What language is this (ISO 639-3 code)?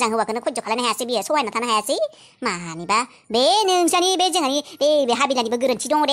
brx